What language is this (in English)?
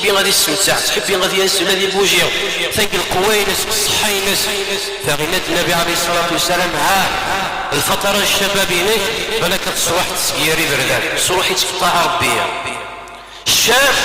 Kabyle